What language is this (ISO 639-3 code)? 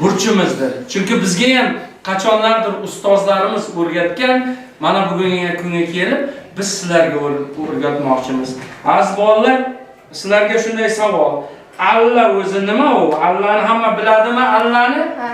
uzb